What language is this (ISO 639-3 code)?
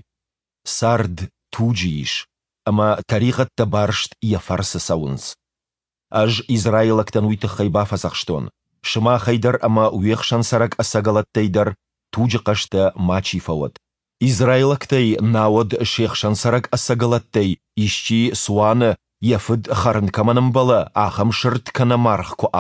oss